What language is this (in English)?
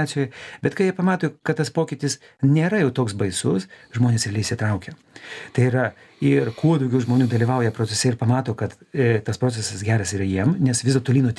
Lithuanian